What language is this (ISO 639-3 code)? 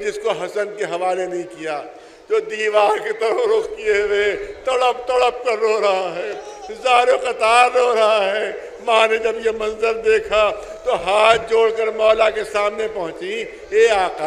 urd